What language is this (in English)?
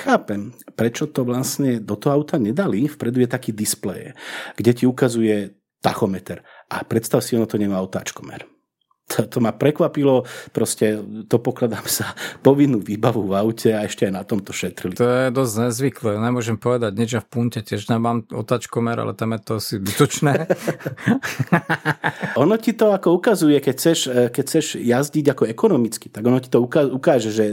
Slovak